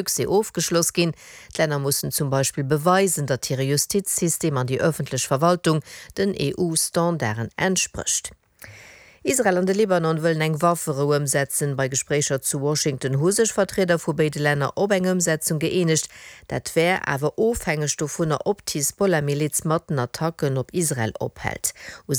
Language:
Luxembourgish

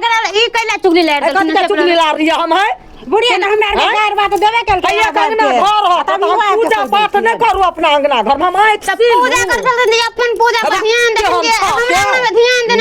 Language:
Maithili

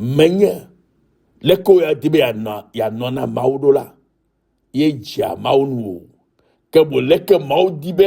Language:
Ewe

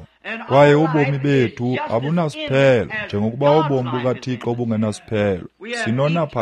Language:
Xhosa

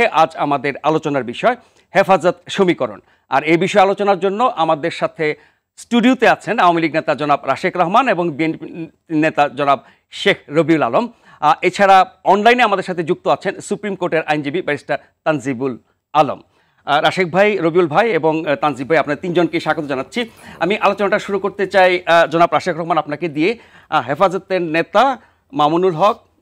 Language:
Bangla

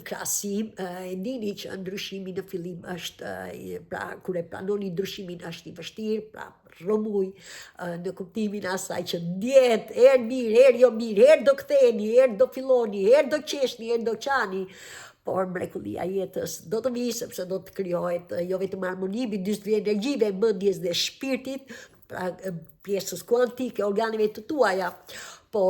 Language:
Albanian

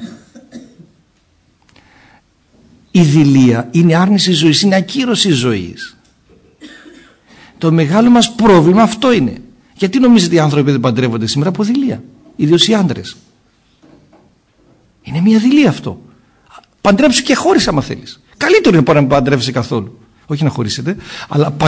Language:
Greek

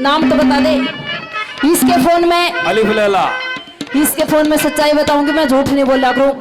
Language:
Haryanvi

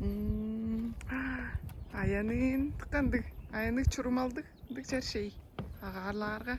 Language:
Tuvinian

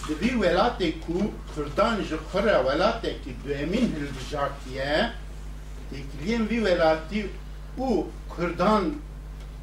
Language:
Kurdish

